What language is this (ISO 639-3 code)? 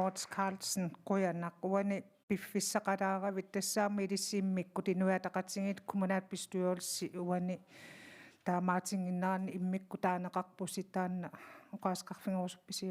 kal